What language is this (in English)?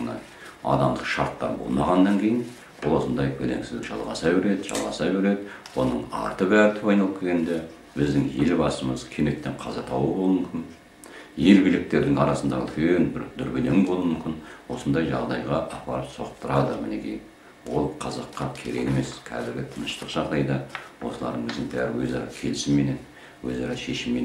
Kazakh